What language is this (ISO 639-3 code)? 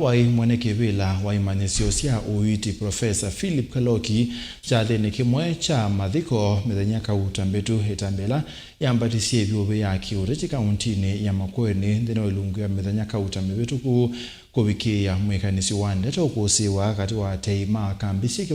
kam